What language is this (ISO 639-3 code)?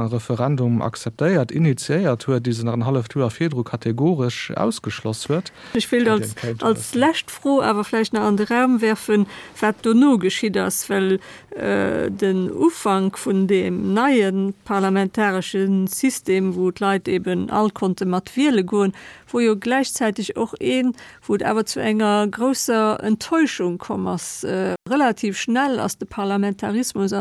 ltz